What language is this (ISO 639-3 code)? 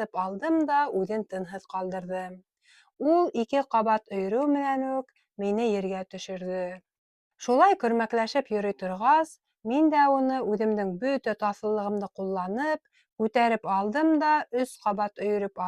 bak